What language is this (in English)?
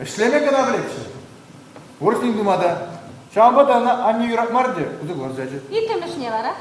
Chuvash